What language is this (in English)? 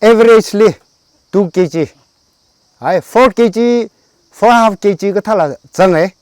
Tangkhul Naga (India)